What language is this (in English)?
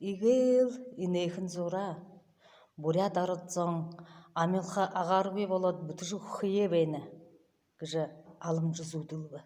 Buriat